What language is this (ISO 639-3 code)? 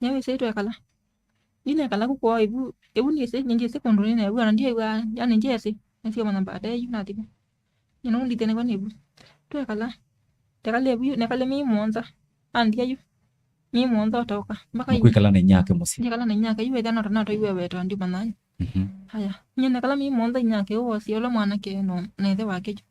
kam